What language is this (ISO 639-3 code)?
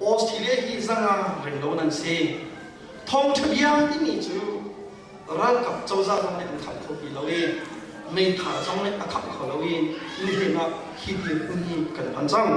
cnh